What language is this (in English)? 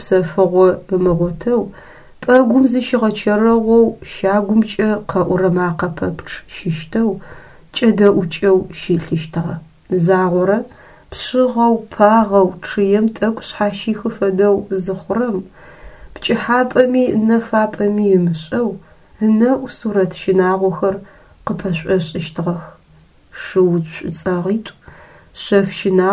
Adyghe